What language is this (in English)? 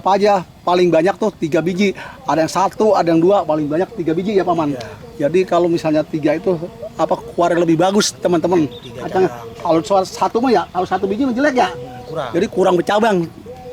Betawi